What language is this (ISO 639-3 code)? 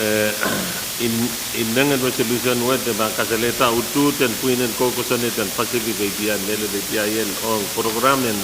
pon